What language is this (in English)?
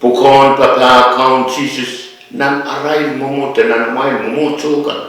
Pohnpeian